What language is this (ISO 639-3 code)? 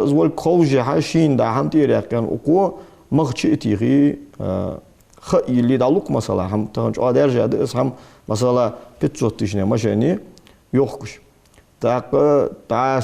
inh